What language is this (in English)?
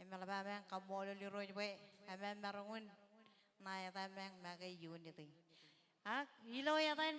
Marshallese